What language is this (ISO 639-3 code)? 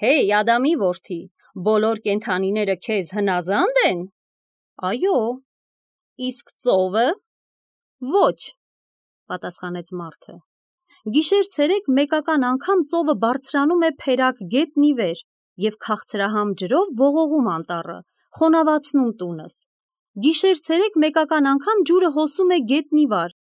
hye